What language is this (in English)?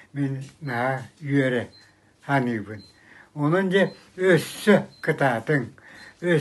Yakut